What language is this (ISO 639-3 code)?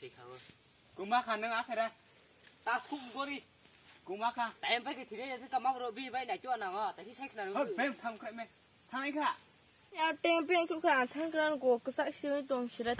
trp